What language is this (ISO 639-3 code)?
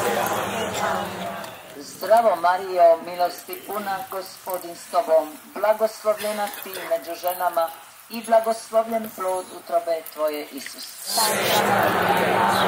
hrv